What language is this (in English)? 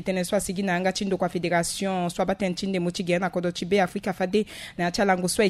Sango